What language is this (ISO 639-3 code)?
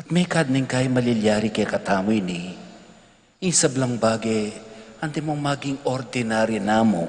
pam